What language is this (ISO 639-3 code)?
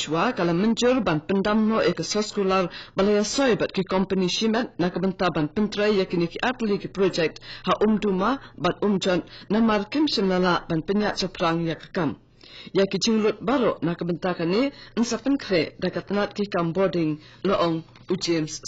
kha